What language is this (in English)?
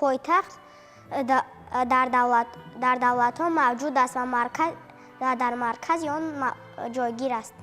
Tajik